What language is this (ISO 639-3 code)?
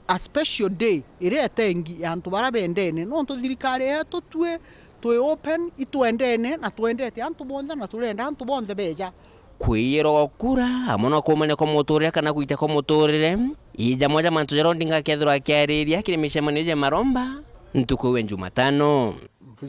mer